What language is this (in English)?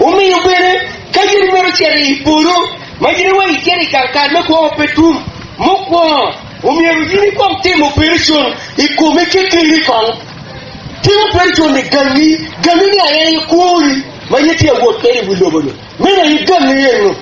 Acoli